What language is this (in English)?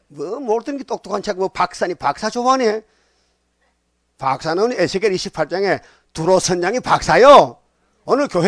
Korean